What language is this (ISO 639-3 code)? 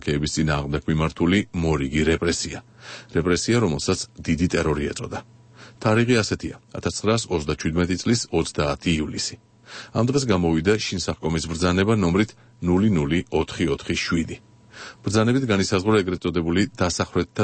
kat